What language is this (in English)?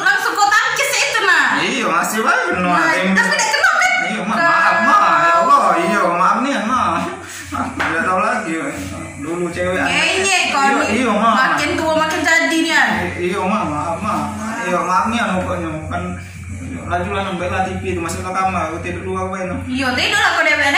Musi